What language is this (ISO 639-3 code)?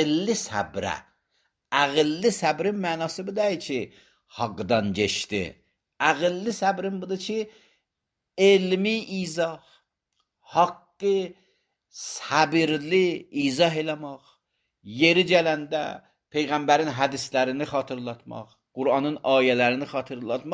aze